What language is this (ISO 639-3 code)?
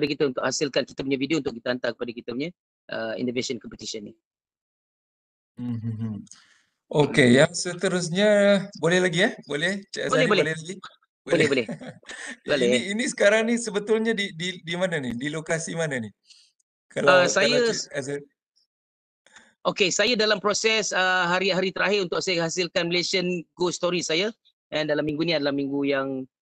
msa